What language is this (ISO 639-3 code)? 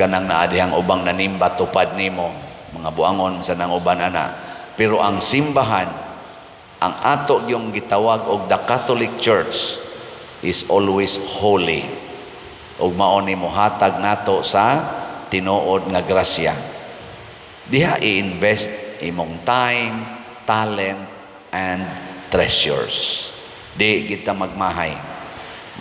ceb